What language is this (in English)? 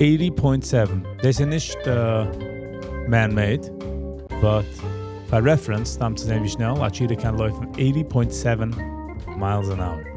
Yiddish